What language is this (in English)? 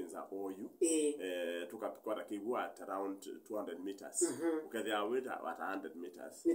Kamba